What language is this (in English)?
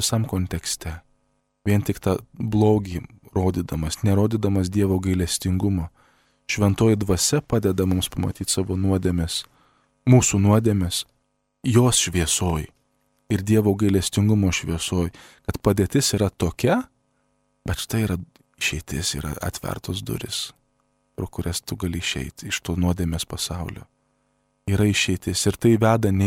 Lithuanian